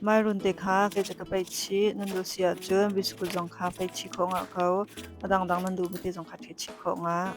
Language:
Hakha Chin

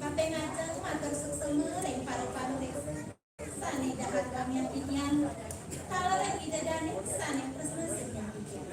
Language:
Balinese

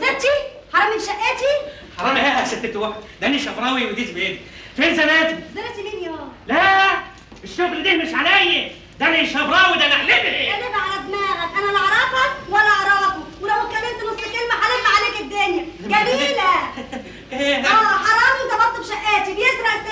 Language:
Egyptian Arabic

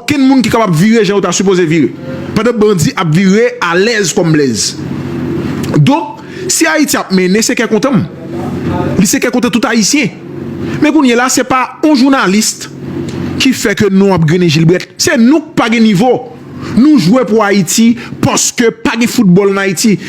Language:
Haitian Creole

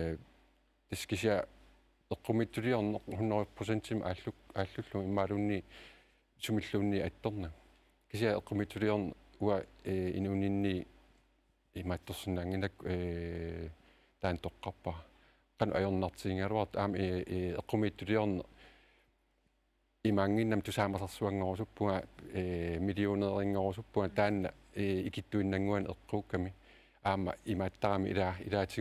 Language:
Kalaallisut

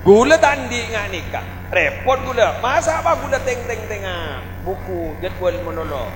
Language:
Madurese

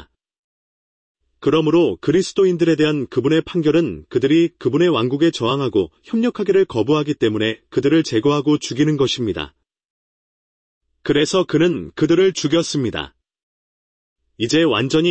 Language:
Korean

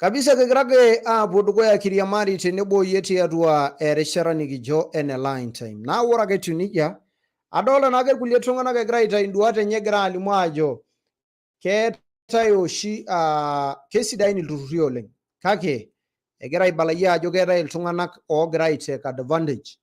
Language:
Masai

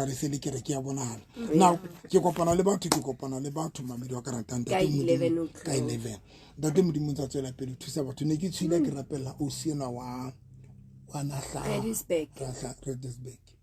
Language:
Southern Sotho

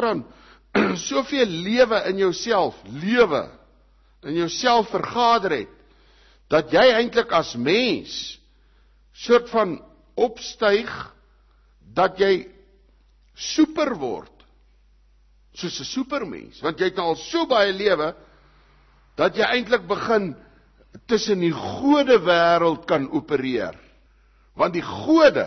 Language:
Afrikaans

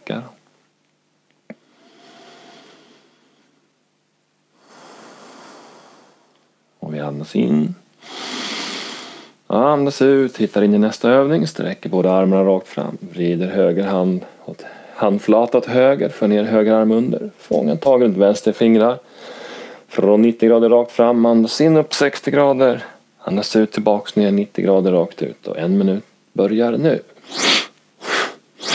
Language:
Swedish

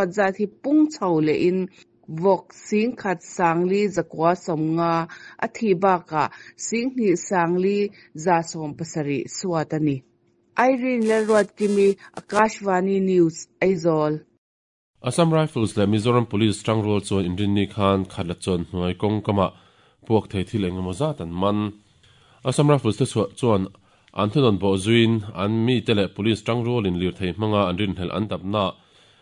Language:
Mizo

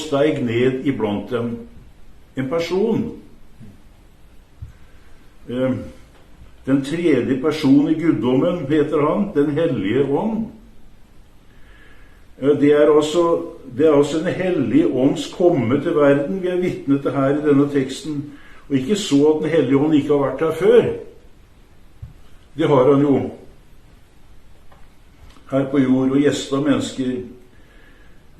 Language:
Norwegian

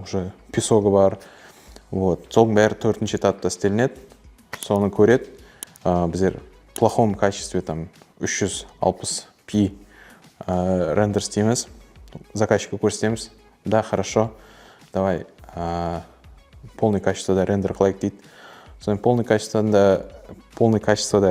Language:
Kara-Kalpak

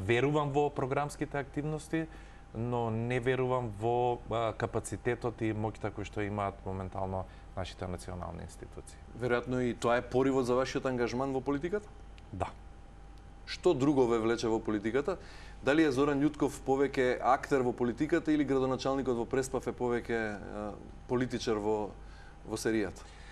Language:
Macedonian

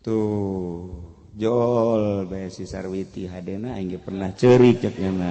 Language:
Sundanese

